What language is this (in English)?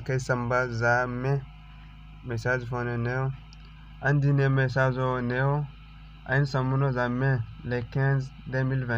Zarma